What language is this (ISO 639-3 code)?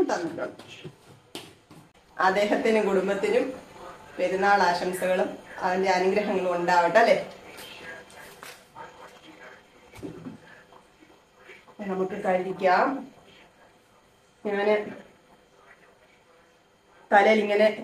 mal